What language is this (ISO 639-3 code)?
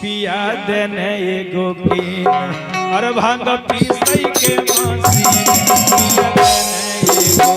mag